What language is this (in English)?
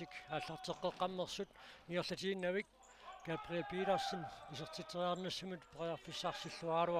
Kalaallisut